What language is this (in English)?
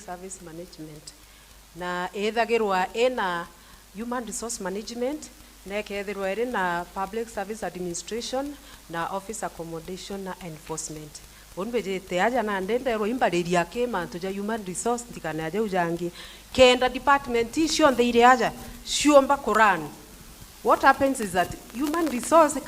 Meru